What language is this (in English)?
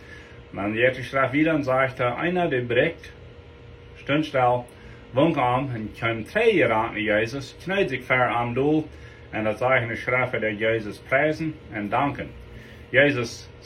Plautdietsch